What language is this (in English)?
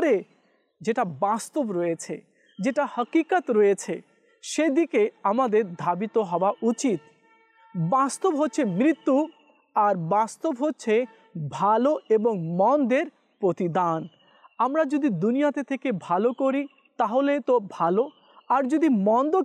Bangla